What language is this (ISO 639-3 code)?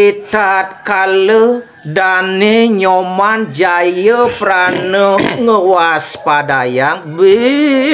ban